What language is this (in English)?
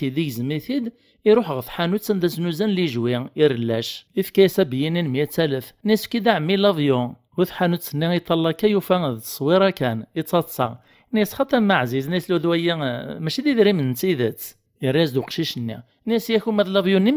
Kabyle